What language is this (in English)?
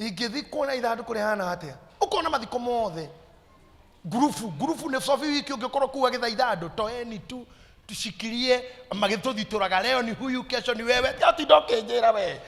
Kikuyu